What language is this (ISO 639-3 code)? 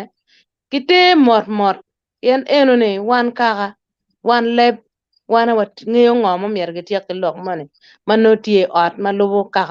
ach